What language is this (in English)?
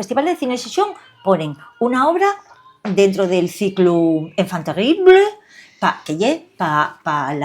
Asturian